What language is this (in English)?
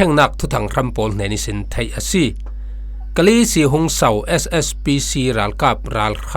Falam Chin